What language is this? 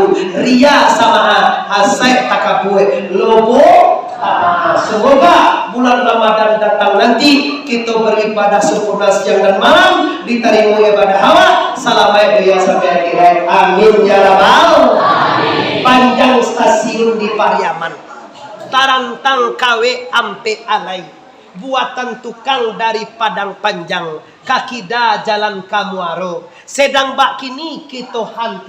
Minangkabau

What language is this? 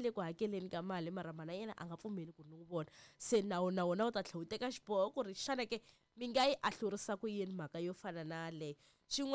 Tsonga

